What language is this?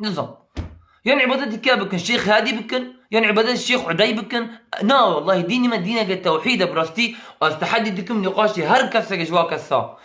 Kurdish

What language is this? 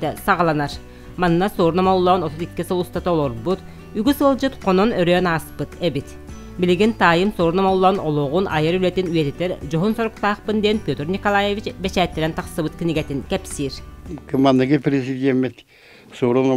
Yakut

